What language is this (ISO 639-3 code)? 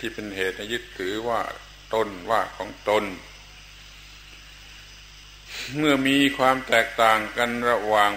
tha